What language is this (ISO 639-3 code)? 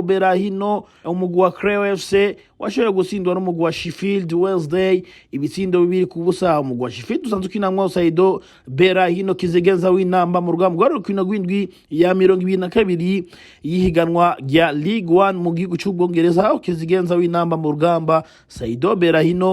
run